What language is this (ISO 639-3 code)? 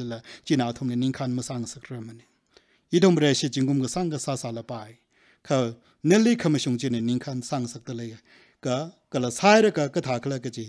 nmf